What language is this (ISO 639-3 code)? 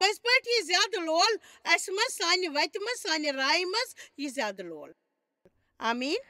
kas